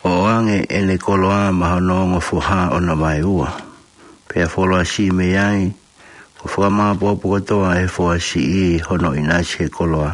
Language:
Tongan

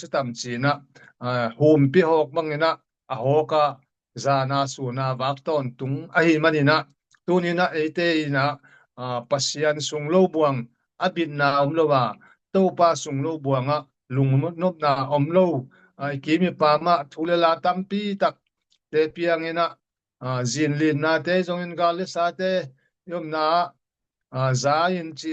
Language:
Tedim Chin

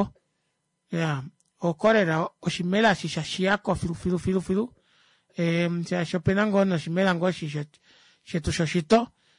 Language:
Kuanyama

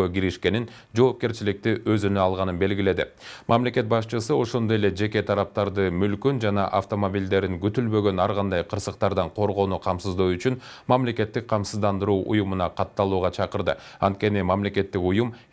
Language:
Kyrgyz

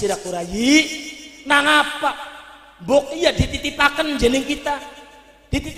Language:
Javanese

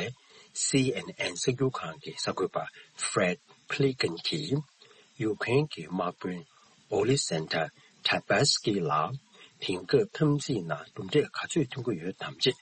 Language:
Tibetan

